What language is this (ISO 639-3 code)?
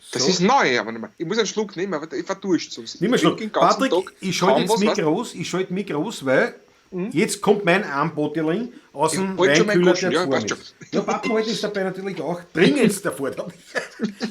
bar